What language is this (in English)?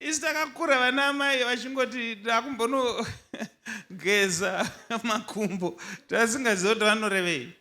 Shona